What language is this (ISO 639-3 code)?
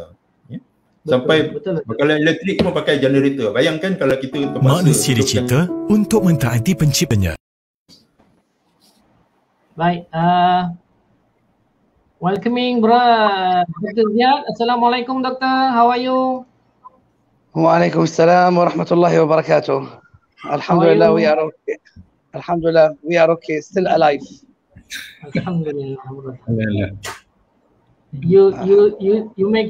msa